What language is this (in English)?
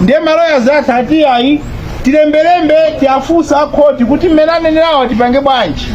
Nyanja